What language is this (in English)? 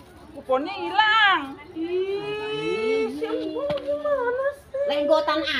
Betawi